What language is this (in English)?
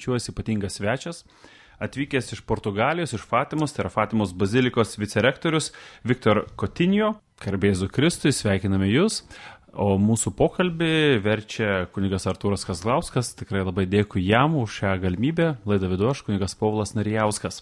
Lithuanian